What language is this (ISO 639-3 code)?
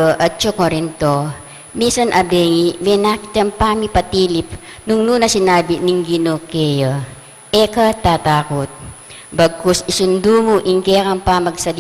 pam